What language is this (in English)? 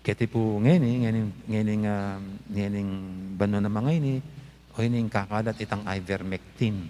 Pampanga